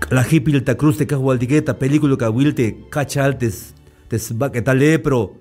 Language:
Tzeltal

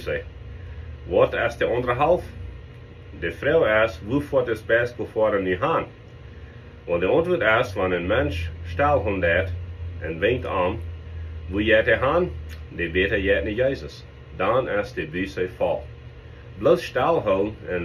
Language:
Plautdietsch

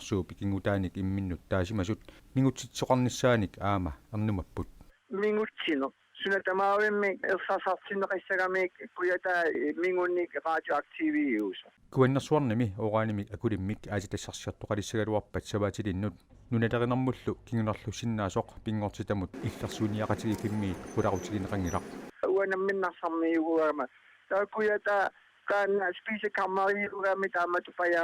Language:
Kalaallisut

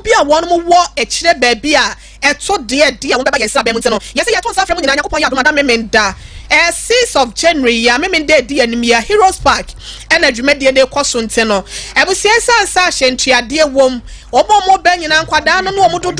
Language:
Akan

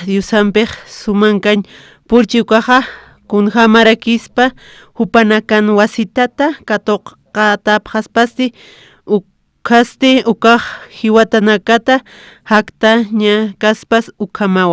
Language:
Aymara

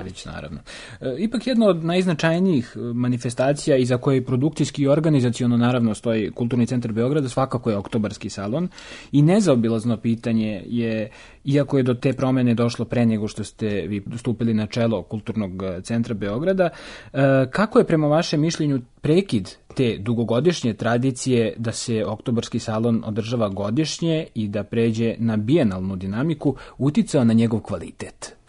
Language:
Serbian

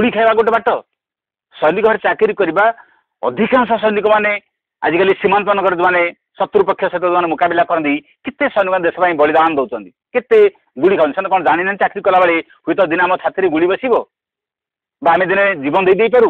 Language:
Odia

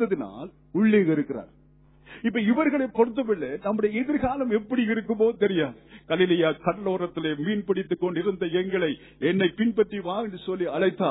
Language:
Tamil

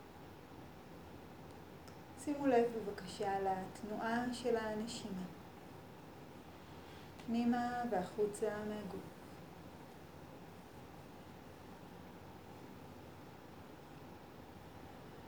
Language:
Hebrew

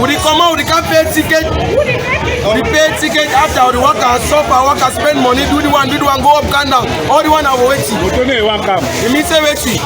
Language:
Cameroon Pidgin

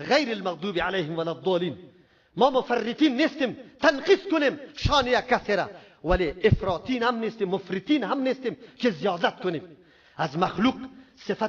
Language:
Persian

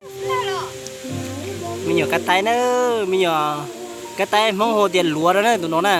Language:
Hmong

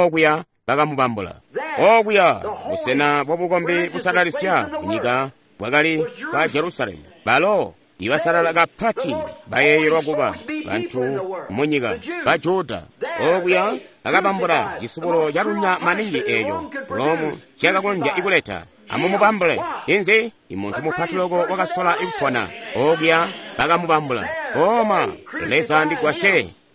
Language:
Tonga (Zambia)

